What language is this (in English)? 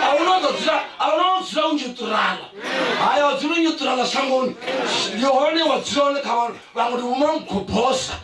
Venda